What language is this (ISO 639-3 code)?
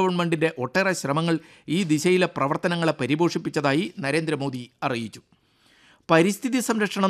mal